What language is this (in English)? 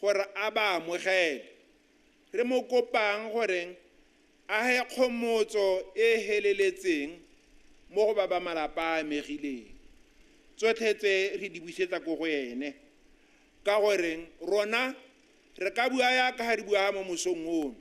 Tswana